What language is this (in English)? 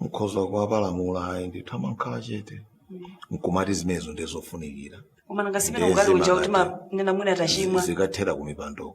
Nyanja